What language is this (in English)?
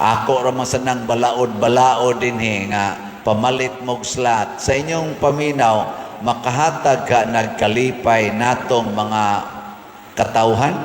Cebuano